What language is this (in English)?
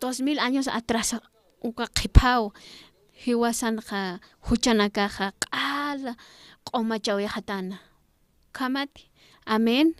Aymara